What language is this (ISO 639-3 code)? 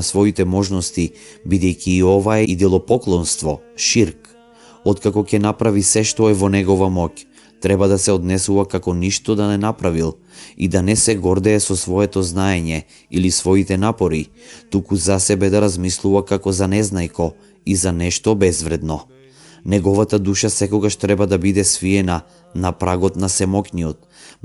mkd